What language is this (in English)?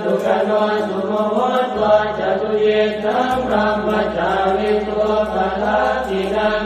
Pali